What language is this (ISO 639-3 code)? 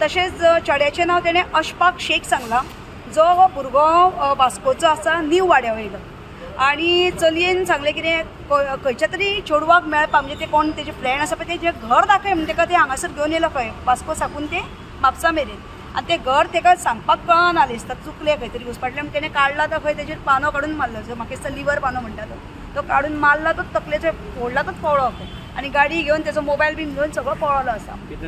kok